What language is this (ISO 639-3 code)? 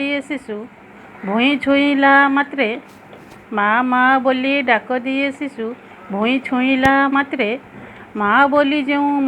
ori